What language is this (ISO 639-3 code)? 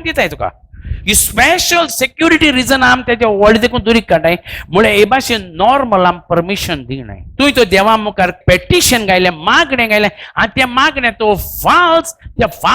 kok